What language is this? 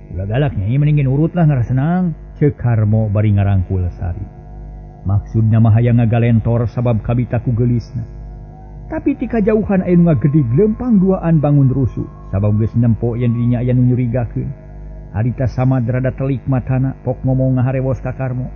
Sundanese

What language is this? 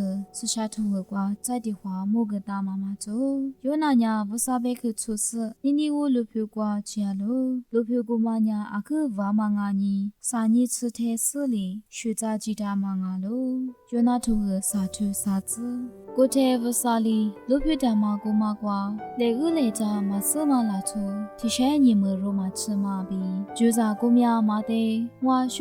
Lisu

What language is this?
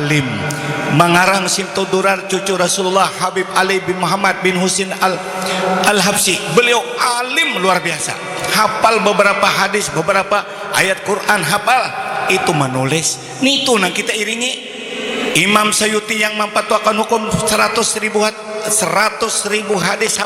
Banjar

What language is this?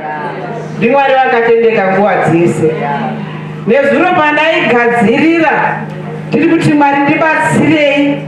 Shona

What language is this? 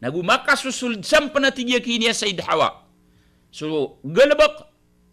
Maranao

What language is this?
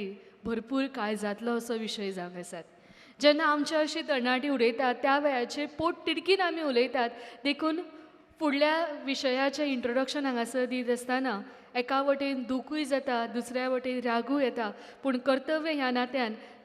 Konkani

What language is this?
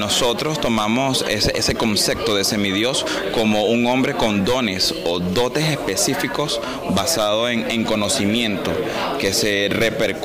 Spanish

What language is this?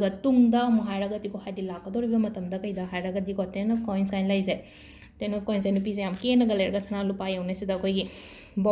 Manipuri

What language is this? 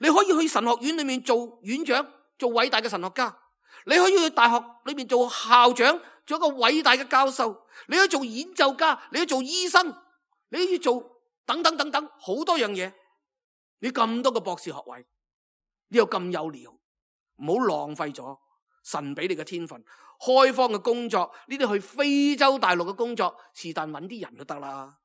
Cantonese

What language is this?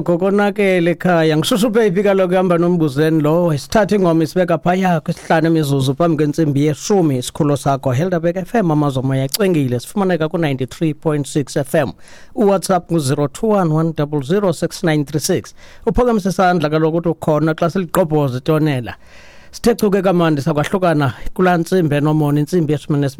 Xhosa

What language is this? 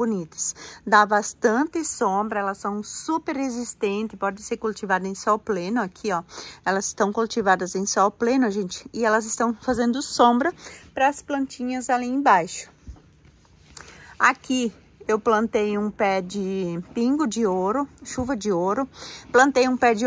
Portuguese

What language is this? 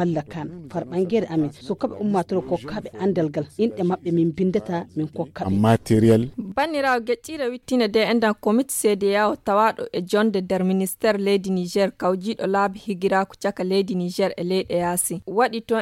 Fula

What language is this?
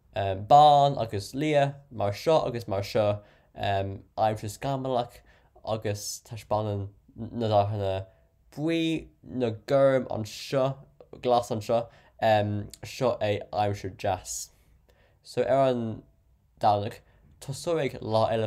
Irish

